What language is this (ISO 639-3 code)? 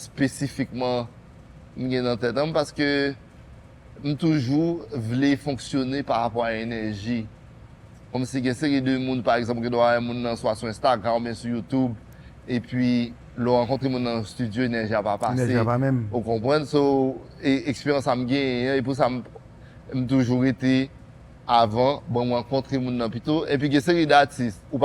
hat